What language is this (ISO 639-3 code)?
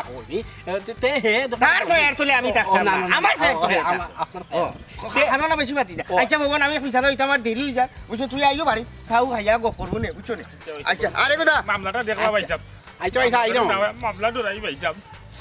syl